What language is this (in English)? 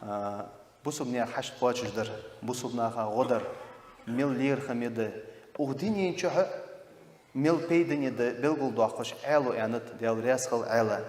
Ingush